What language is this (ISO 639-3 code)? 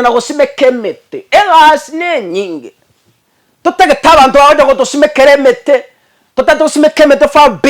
guz